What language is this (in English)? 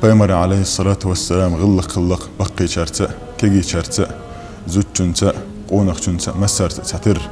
Chechen